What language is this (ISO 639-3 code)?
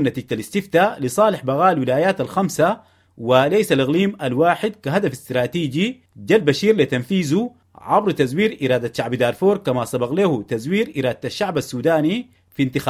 apd